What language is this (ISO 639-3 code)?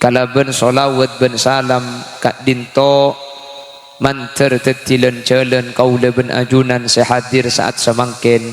mad